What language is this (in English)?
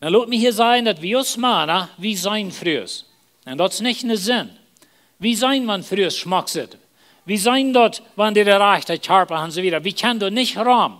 Plautdietsch